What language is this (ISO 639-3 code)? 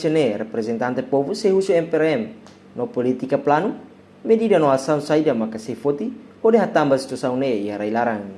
tet